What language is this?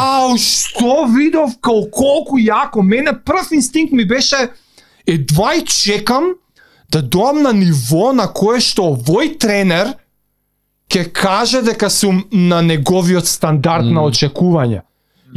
Macedonian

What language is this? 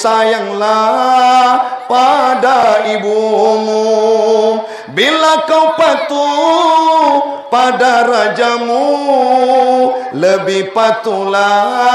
Malay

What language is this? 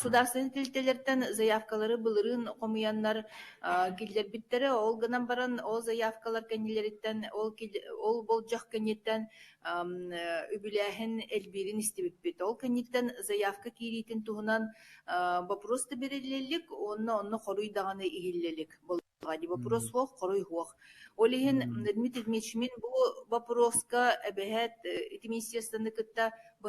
Yakut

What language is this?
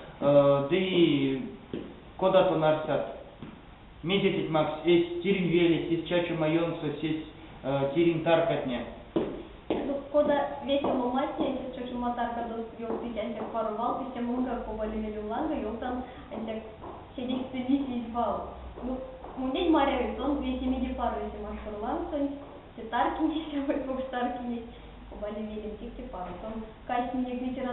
Erzya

